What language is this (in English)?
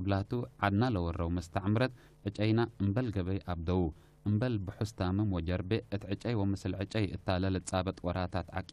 Tigre